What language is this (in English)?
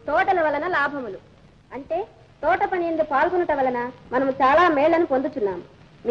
Telugu